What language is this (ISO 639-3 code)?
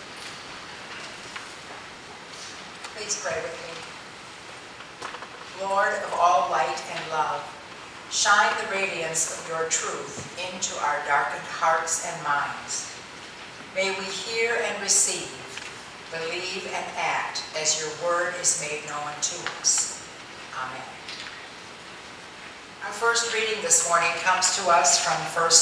eng